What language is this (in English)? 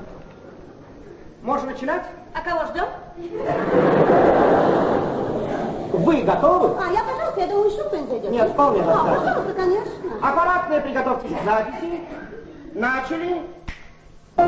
Russian